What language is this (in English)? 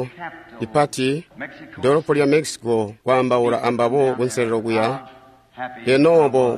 Tonga (Zambia)